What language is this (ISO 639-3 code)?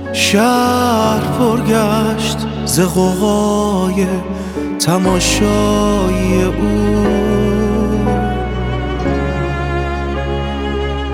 fas